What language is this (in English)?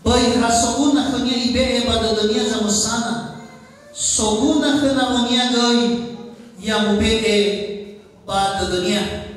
Nias